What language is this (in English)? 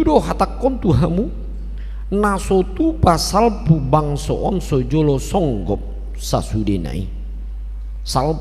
Batak Toba